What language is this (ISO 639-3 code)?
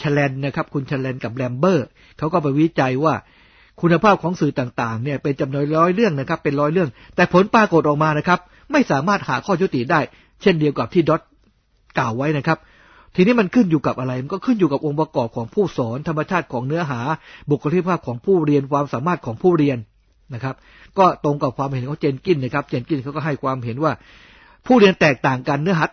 tha